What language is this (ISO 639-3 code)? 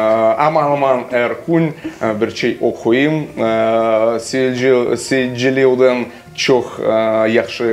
crh